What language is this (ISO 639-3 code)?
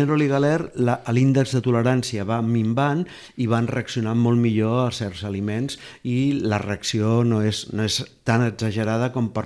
cat